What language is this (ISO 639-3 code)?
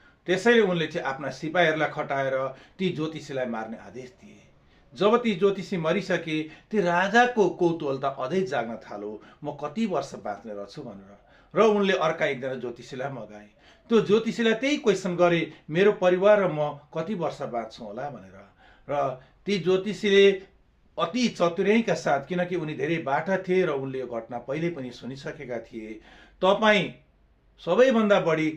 nep